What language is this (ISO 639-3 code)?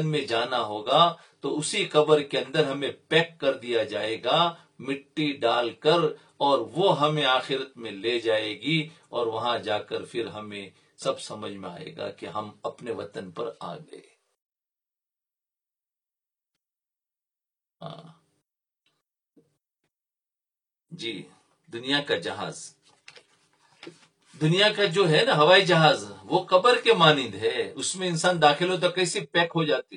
urd